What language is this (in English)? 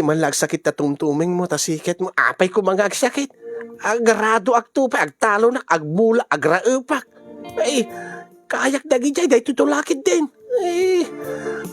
Iloko